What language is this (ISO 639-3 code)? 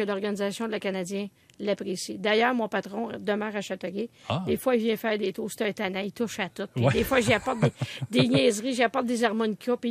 fra